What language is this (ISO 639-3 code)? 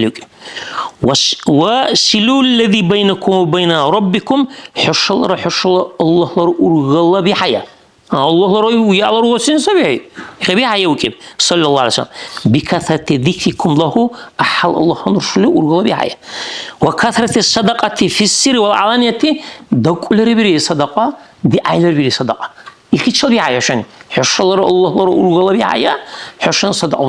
dar